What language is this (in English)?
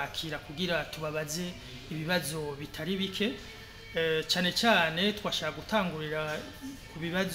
Rundi